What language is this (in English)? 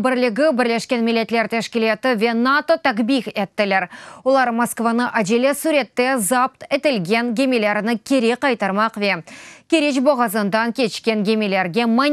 Crimean Tatar